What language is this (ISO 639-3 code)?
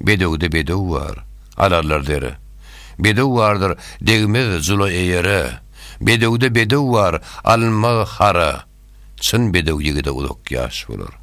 tuk